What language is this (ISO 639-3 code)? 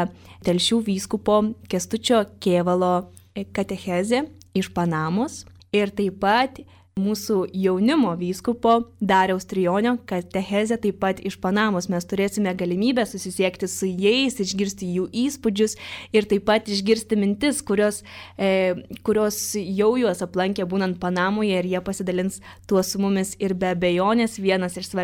lit